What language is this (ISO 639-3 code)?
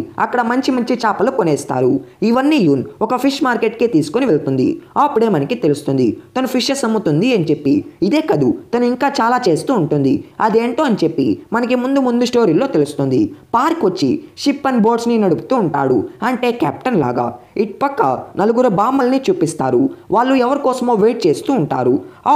tel